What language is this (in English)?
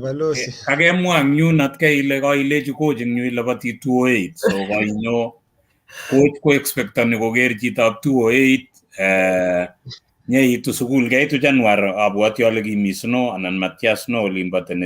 Kalenjin